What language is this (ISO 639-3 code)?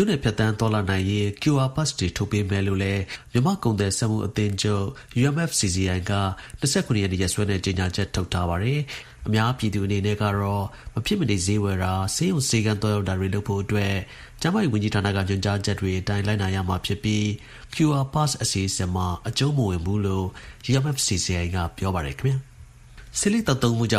mya